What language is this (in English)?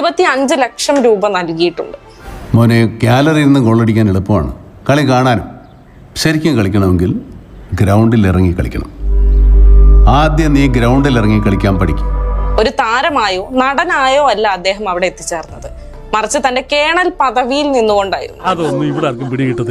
Malayalam